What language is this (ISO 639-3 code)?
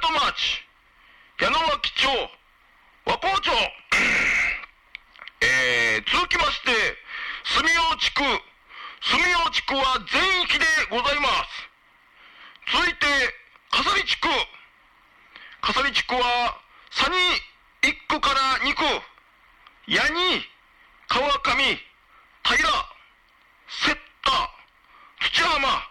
jpn